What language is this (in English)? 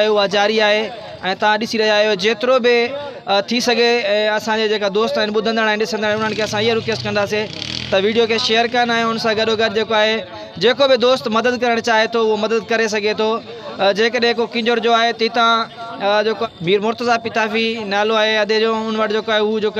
Sindhi